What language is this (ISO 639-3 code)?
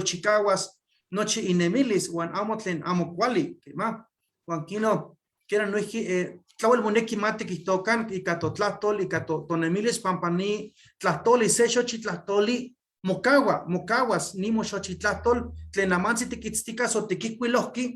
nhe